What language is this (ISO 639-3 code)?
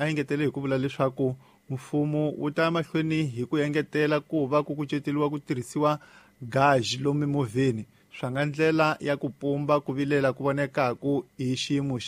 tso